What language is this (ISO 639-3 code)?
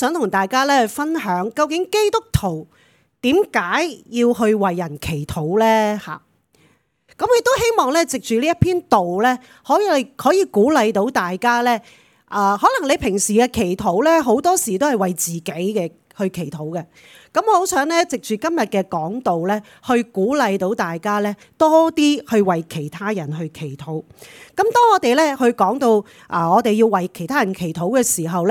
yue